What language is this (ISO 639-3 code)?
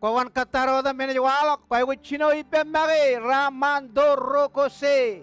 mah